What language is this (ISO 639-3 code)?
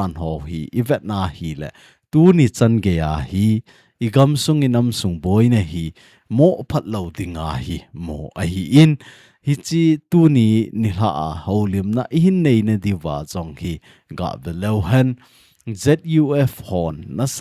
tcz